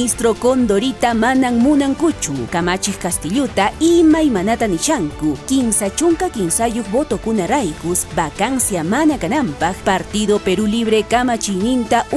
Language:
Quechua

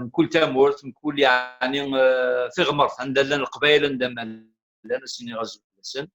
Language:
Kabyle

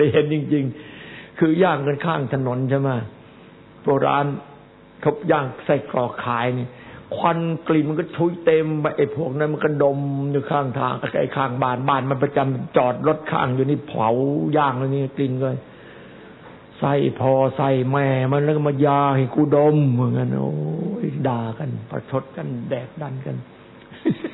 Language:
Thai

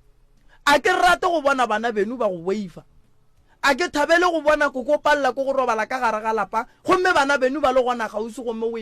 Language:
Northern Sotho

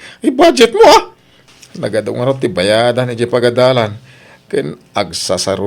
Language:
Iloko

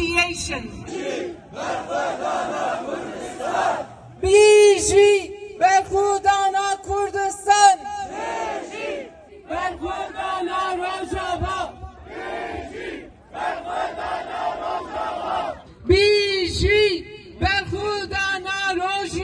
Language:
Kurdish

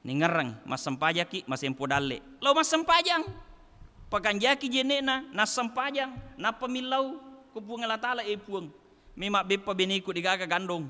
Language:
Buginese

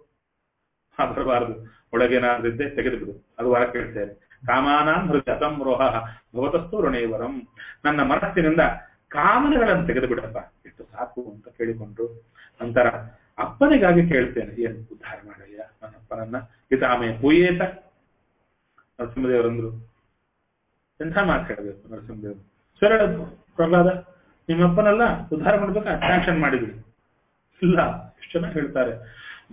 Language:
Kannada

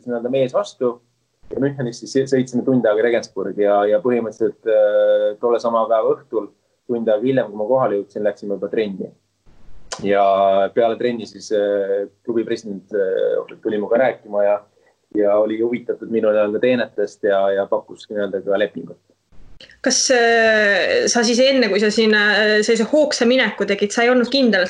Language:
Estonian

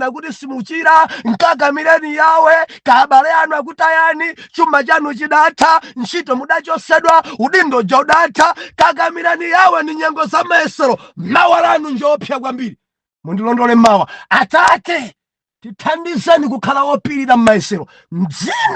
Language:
Nyanja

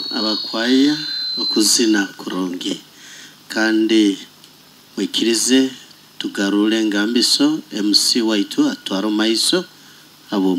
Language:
Nyoro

